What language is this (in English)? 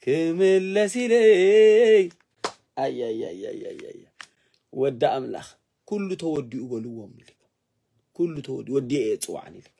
Tigrinya